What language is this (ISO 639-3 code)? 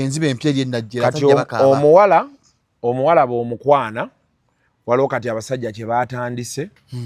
lug